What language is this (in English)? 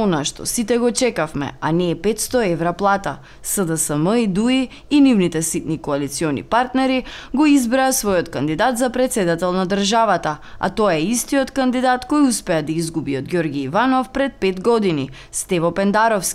Macedonian